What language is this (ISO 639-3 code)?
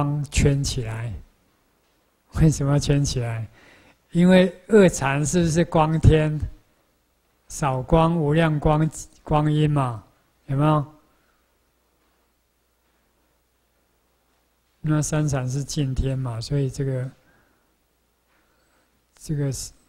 zho